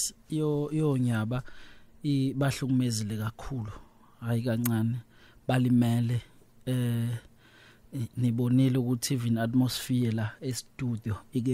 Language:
Zulu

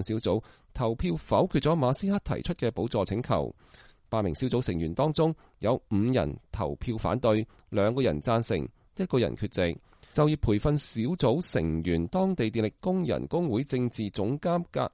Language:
Cantonese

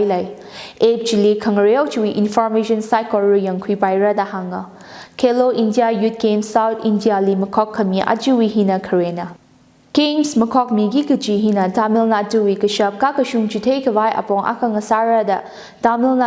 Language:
Tangkhul Naga (India)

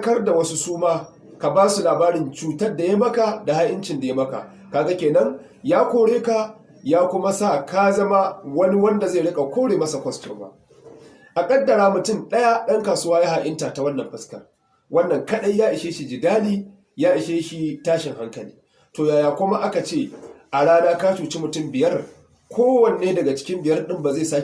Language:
Hausa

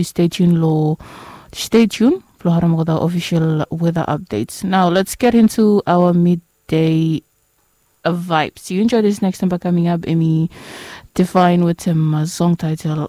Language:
Bislama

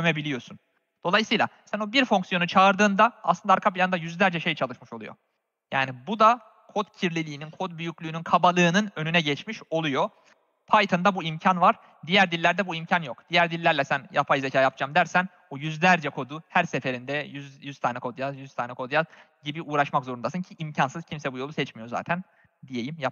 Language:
Turkish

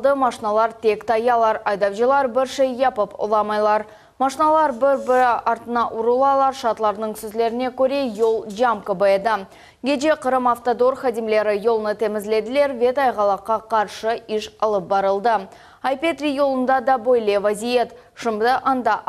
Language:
Crimean Tatar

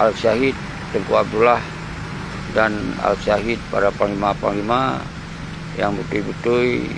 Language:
Achinese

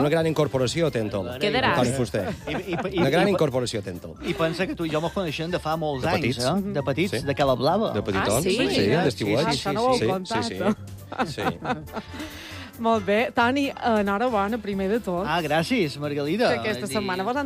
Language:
Catalan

